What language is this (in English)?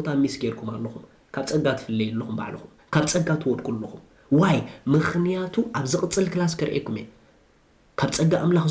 Tigrinya